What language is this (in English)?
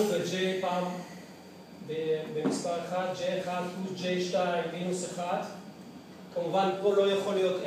Hebrew